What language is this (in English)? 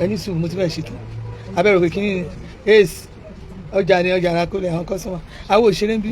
Yoruba